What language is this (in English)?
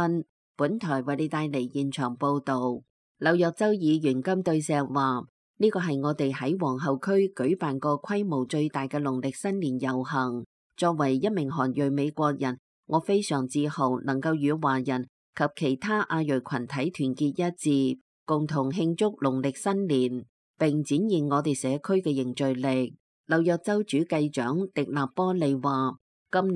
Cantonese